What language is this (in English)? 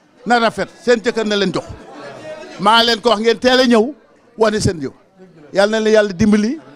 Wolof